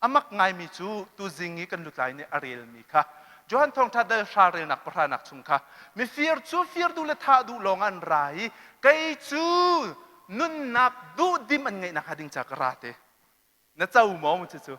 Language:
Hakha Chin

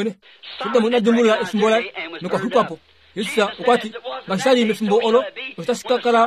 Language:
Kuanyama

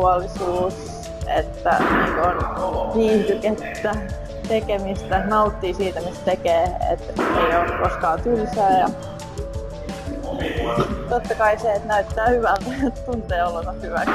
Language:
Finnish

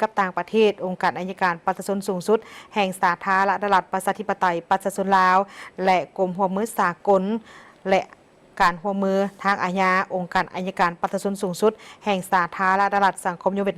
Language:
Lao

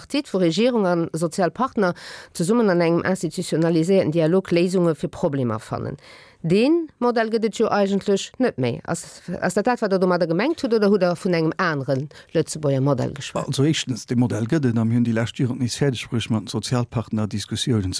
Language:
Luxembourgish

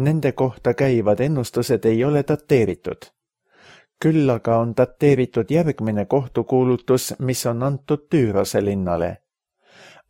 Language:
Estonian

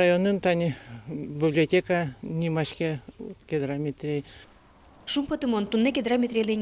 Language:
Udmurt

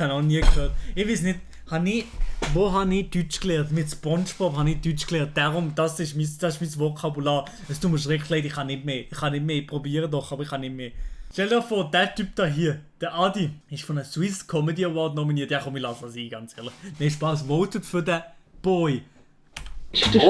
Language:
Swiss German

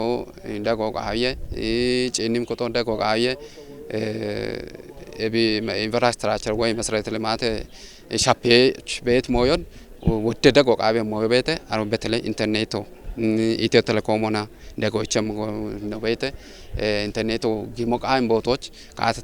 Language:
Kafa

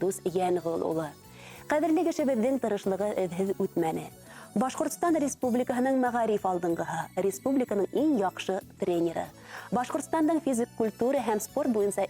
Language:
Bashkir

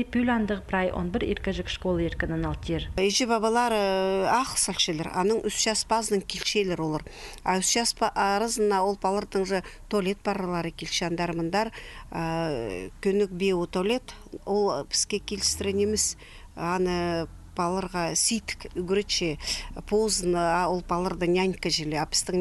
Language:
Khakas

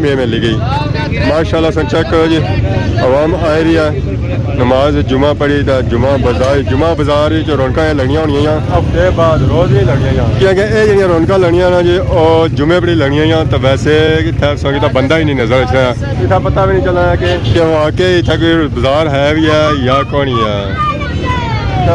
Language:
Pahari-Potwari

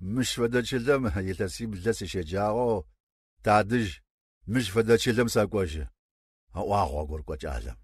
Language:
Kabardian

